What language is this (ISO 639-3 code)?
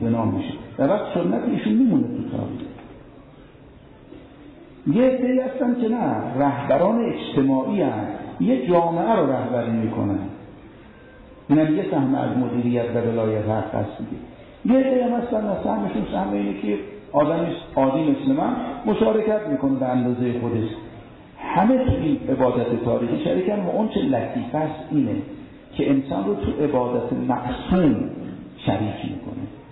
fas